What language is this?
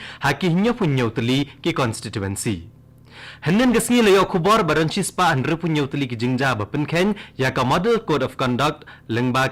Khasi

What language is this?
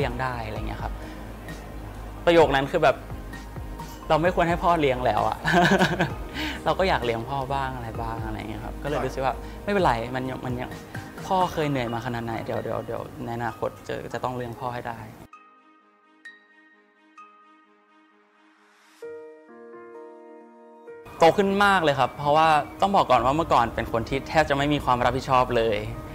Thai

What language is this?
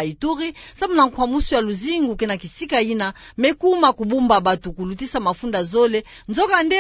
Kituba (Democratic Republic of Congo)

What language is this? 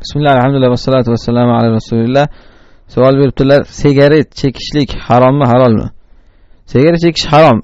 Uzbek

